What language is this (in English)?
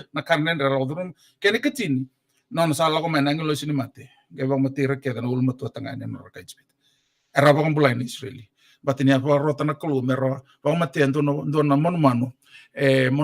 Fijian